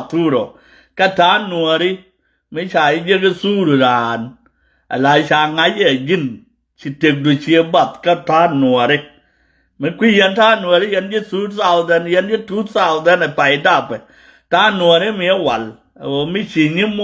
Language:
Nuer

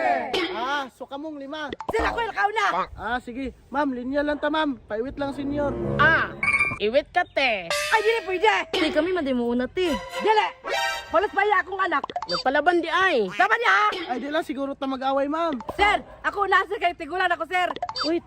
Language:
Cebuano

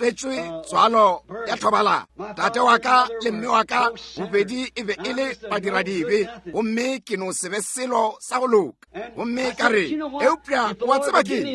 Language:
Northern Sotho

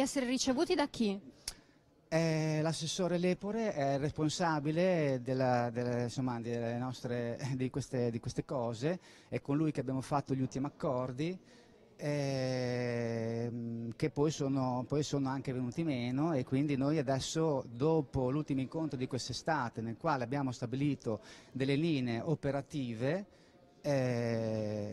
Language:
Italian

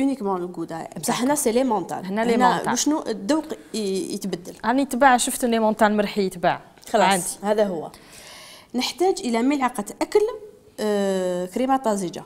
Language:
Algerian Arabic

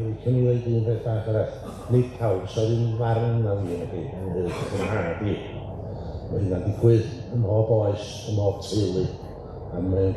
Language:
Welsh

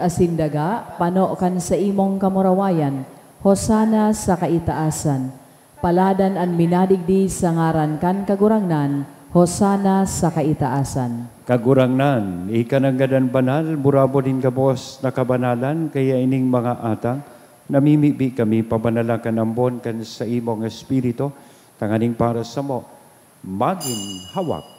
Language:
Bikol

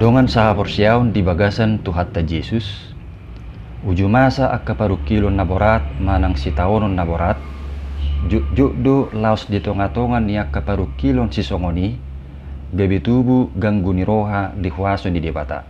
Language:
Batak Toba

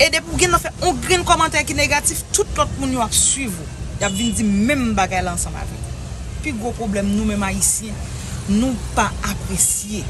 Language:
Haitian Creole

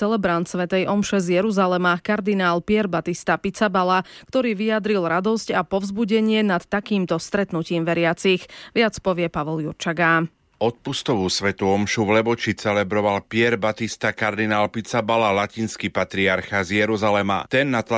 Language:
Slovak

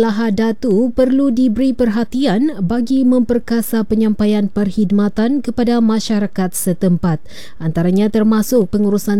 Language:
Malay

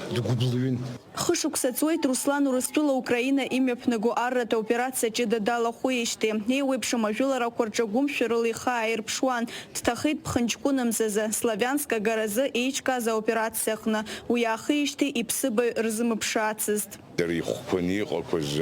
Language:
Abkhazian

